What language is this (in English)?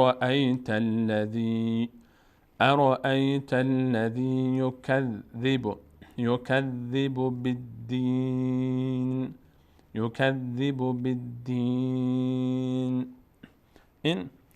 Persian